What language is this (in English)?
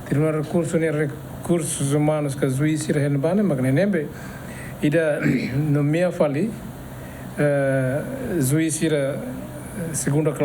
Tetum